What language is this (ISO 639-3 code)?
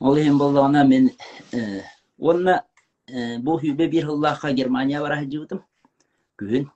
sah